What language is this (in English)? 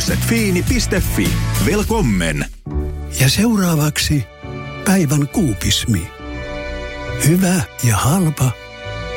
Finnish